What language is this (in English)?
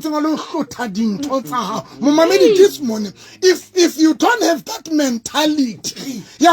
Southern Sotho